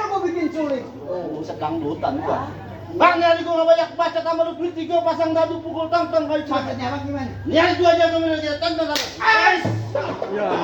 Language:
Betawi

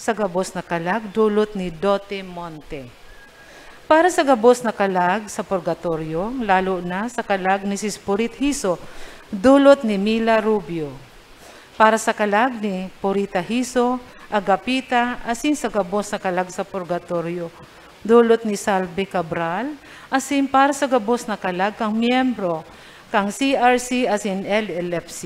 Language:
Bikol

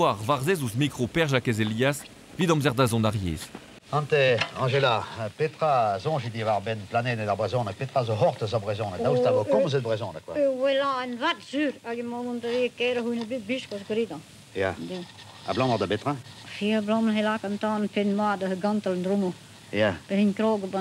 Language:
Breton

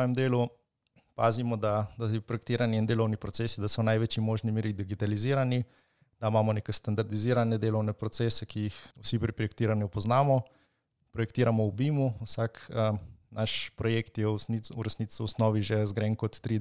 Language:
Slovenian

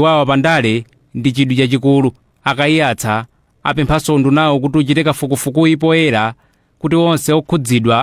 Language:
Nyanja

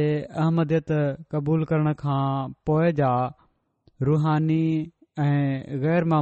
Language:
Sindhi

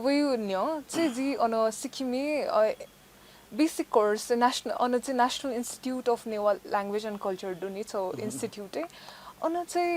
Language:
Newari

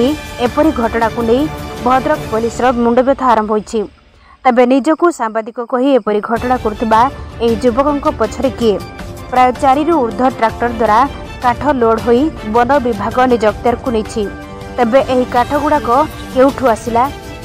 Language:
Odia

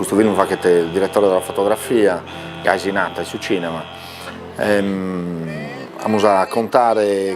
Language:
Sardinian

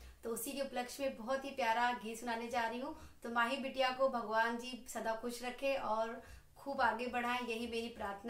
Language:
Hindi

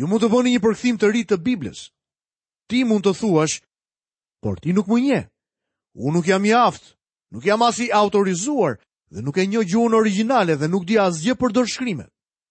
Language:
Albanian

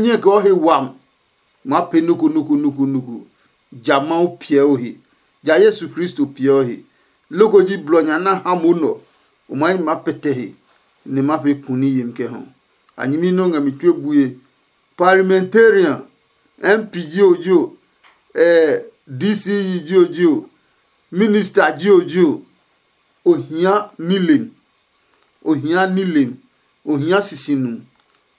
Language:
Adangme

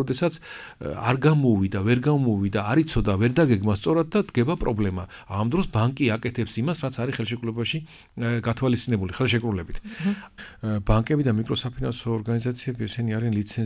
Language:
Georgian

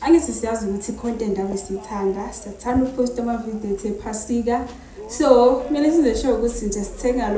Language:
Zulu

